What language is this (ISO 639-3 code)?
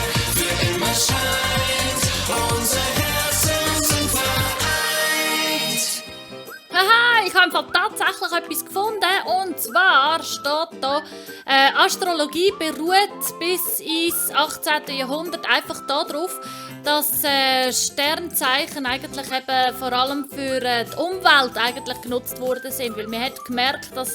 gsw